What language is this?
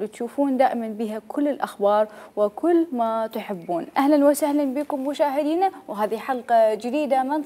Mesopotamian Arabic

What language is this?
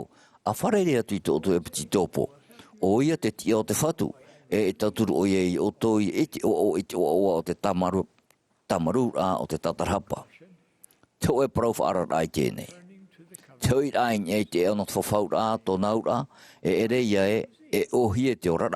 Tahitian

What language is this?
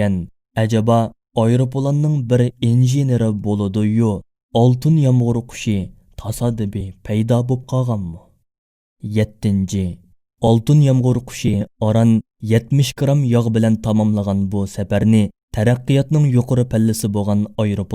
Uyghur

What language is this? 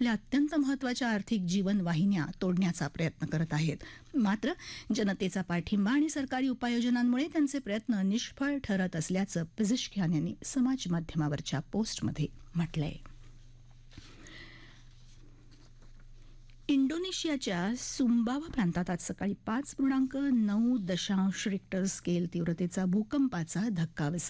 Marathi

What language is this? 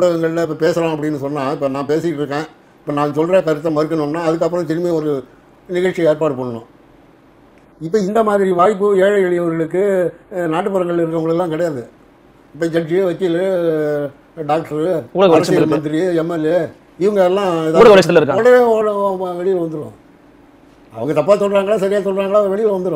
Tamil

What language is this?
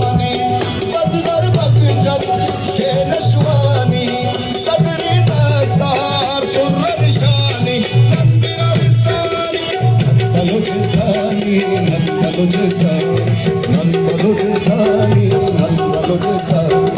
Brahui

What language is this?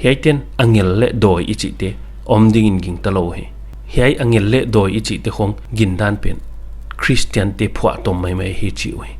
Paite Chin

